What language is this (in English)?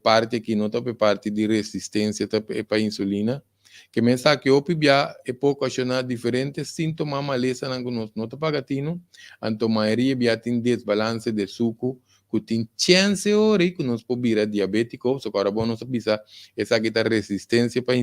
Papiamento